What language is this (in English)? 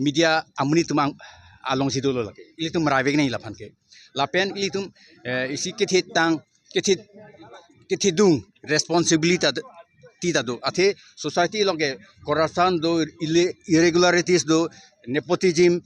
Karbi